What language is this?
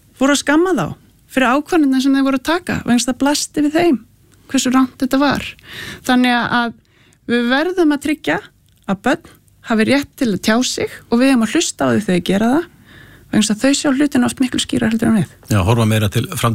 Icelandic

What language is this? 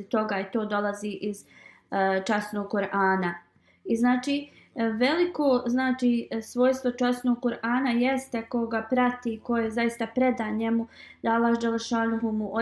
Bosnian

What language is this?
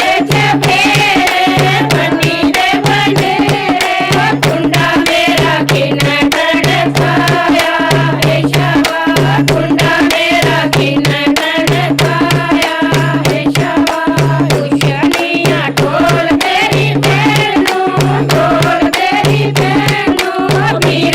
Dogri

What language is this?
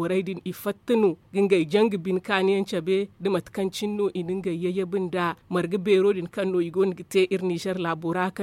Zarma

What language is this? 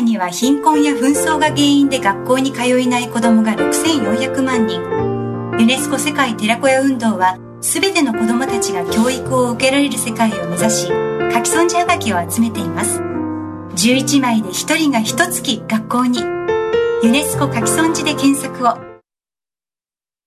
Japanese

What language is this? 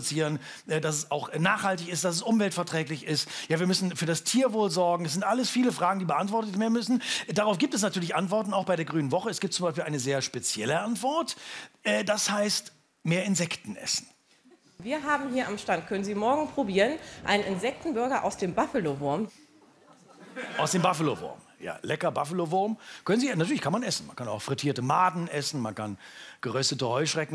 German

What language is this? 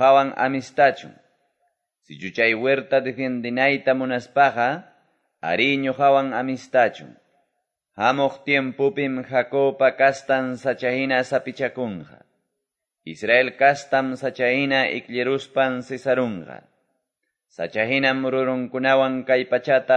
Quechua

